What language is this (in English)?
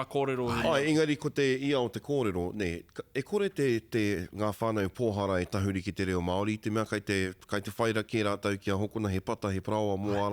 Māori